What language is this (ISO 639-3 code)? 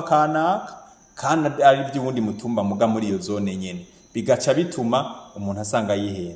run